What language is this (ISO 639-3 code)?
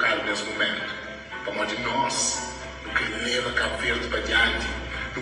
kea